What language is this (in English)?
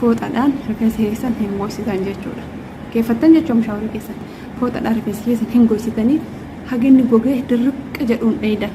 Oromo